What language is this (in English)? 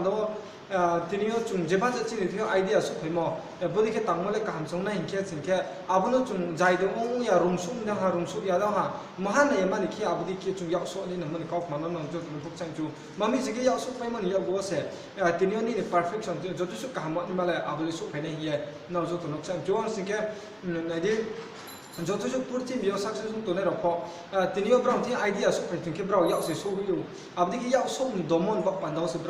Riang (India)